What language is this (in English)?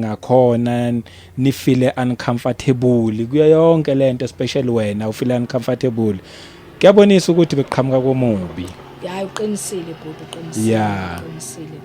Zulu